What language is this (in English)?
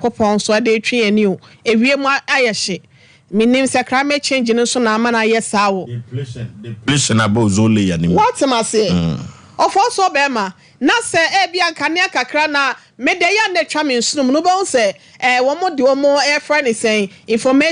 Akan